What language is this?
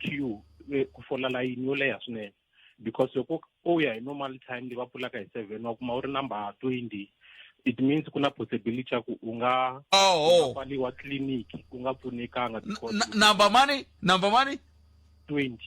Tsonga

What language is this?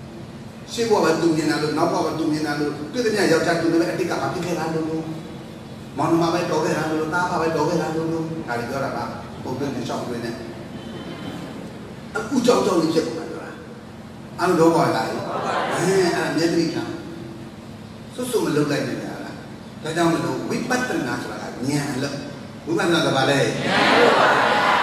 Burmese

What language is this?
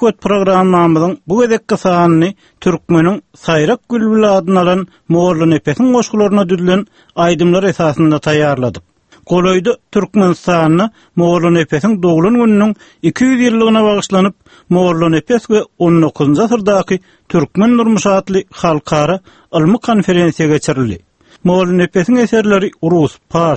Turkmen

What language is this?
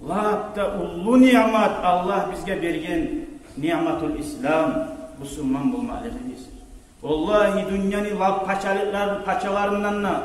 Kumyk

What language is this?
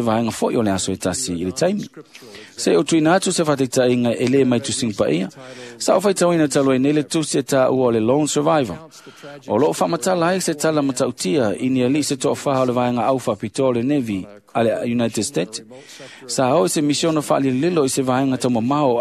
Samoan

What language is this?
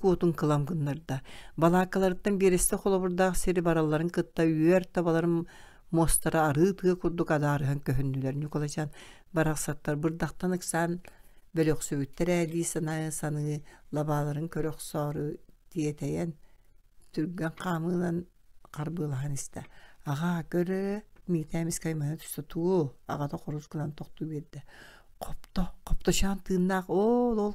Yakut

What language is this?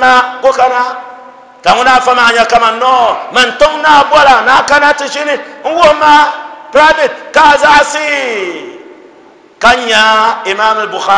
Dagbani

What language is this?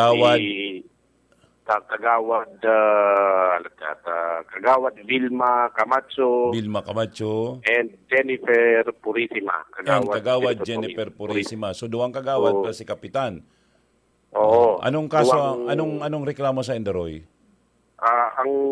Bikol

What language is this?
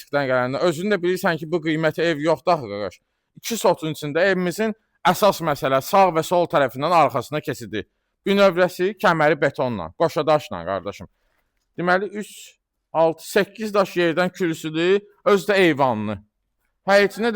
Azerbaijani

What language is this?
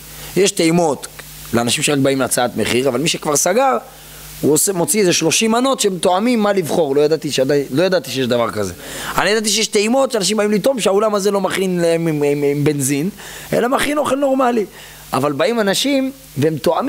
Hebrew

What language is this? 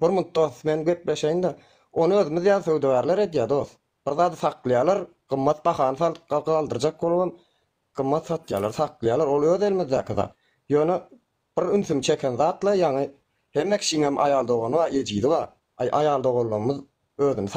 Turkmen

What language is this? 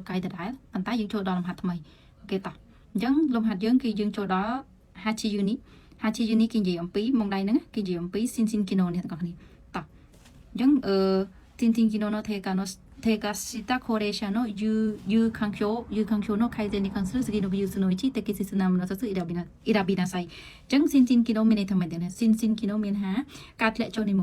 Khmer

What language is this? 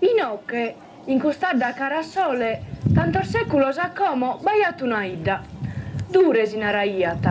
Sardinian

